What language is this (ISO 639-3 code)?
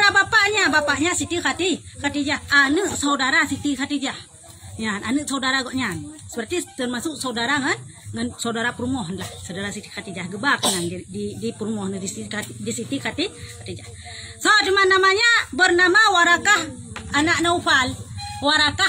ace